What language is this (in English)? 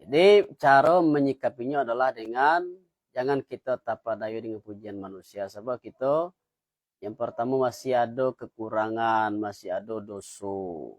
Minangkabau